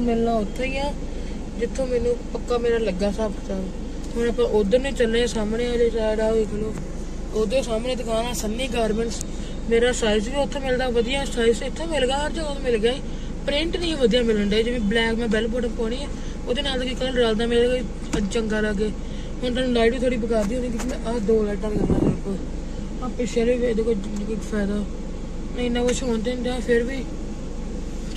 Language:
Punjabi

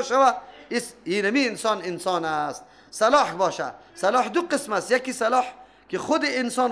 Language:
Persian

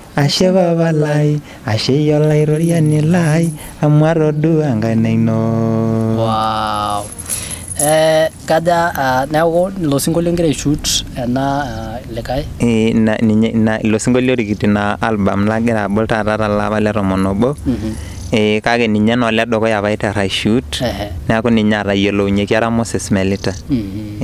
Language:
Masai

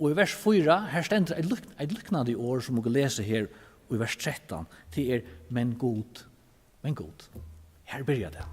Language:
Faroese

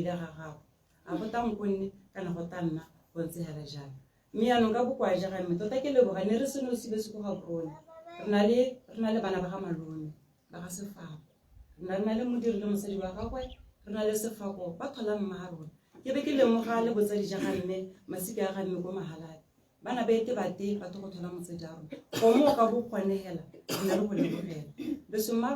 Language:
Tswana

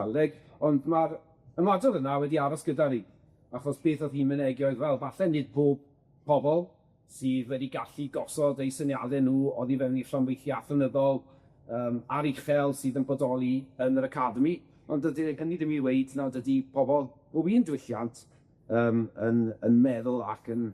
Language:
Welsh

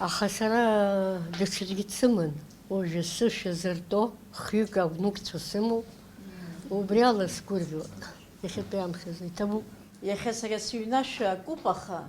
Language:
Abkhazian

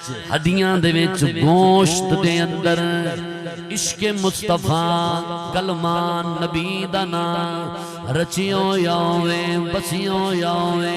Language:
Saraiki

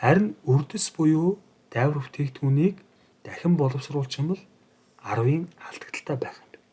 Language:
Mongolian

